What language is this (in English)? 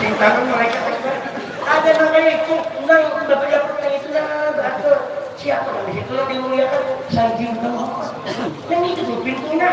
Banjar